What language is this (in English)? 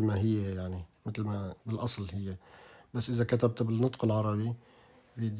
North Levantine Arabic